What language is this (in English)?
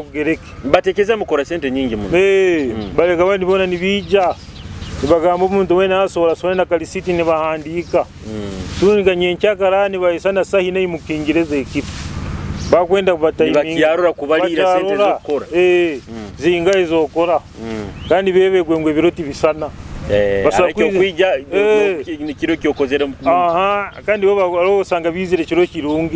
Nyoro